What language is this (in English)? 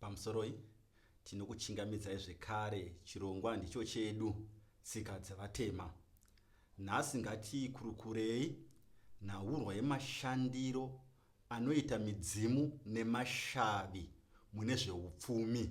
Shona